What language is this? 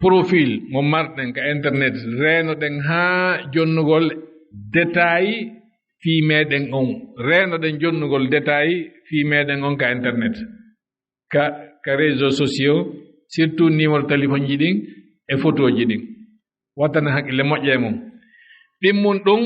Fula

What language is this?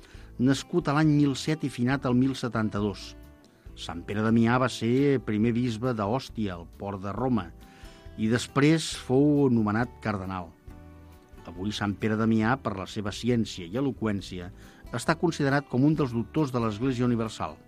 Catalan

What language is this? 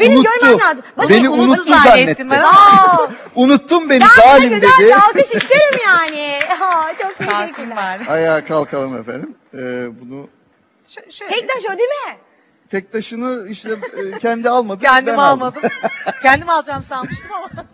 Turkish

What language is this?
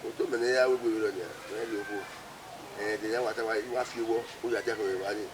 Bini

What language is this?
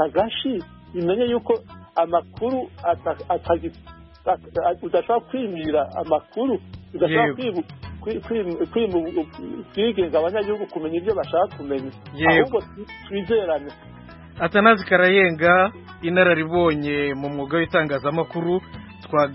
Kinyarwanda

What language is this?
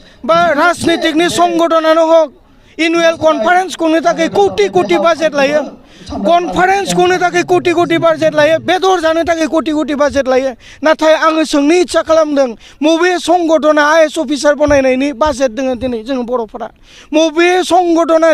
Bodo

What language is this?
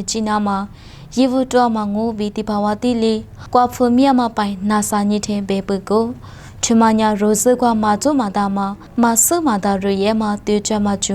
Lisu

